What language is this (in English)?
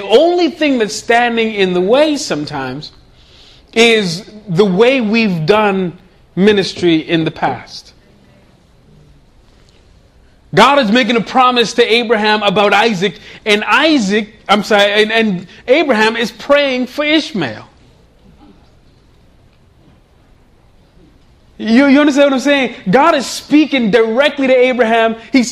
English